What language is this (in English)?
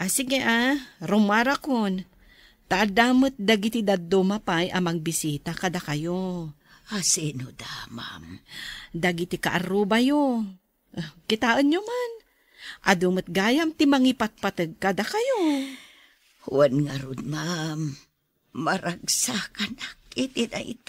Iloko